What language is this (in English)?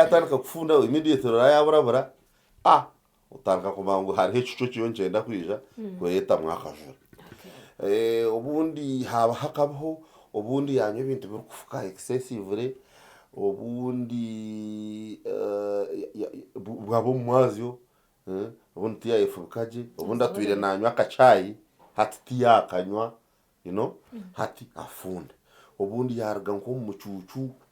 Nyankole